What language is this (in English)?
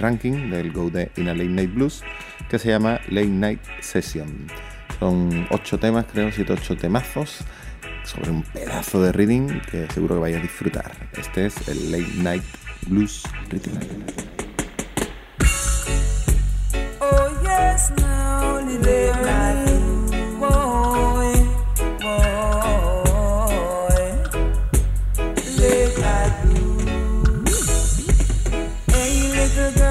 Spanish